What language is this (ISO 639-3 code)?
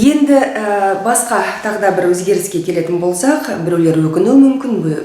kaz